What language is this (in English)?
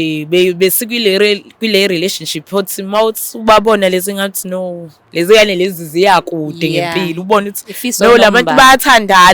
Zulu